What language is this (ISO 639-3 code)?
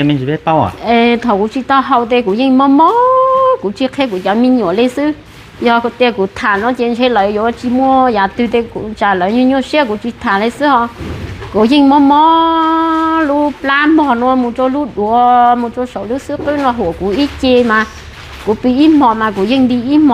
hmn